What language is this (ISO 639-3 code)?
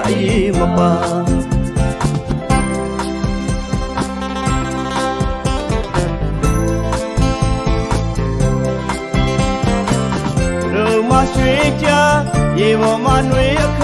mya